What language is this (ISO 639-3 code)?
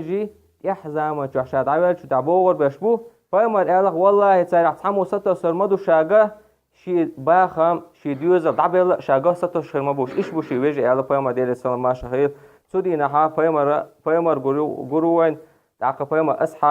che